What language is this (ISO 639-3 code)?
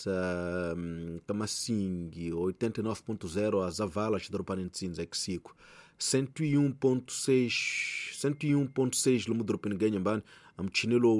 tso